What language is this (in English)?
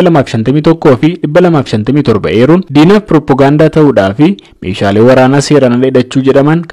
Oromo